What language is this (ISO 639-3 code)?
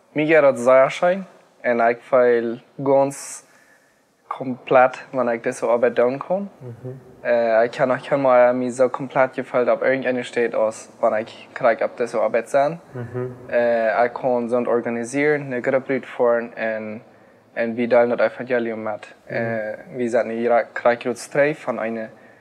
pdt